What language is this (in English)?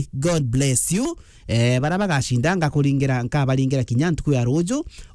Meru